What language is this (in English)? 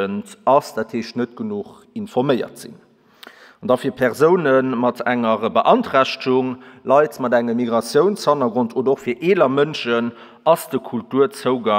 Luxembourgish